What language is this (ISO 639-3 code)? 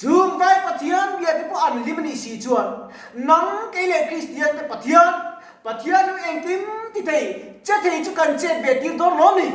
lus